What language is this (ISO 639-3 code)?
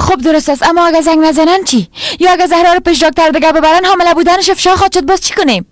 fas